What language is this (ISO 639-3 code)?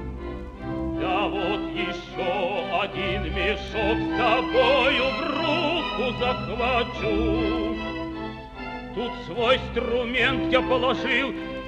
rus